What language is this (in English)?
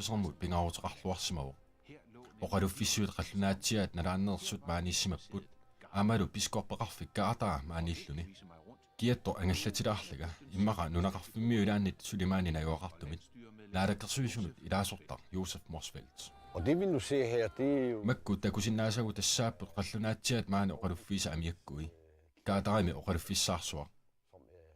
Kalaallisut